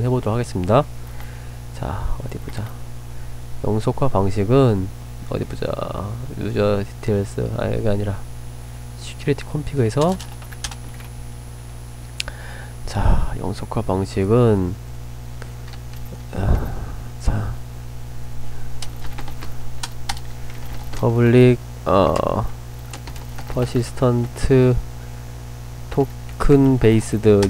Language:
Korean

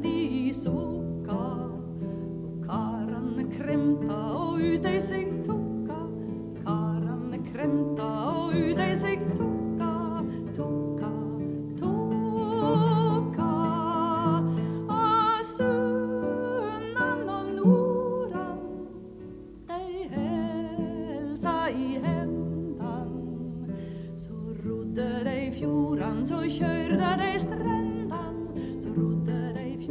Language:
Norwegian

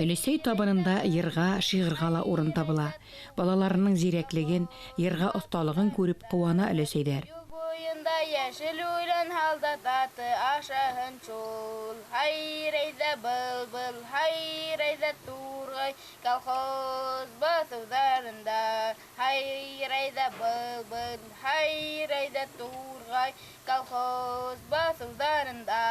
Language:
Bashkir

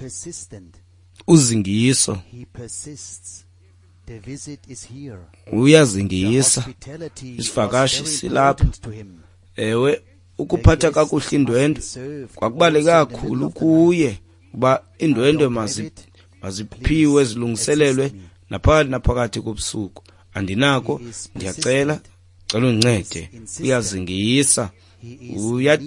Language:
Xhosa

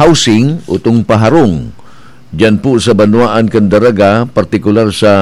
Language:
Bikol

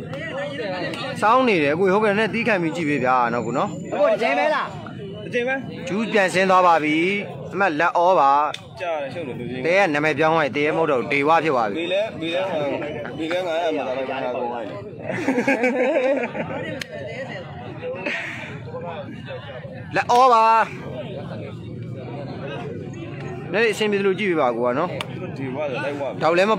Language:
Burmese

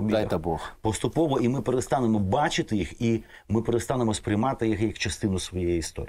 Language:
Ukrainian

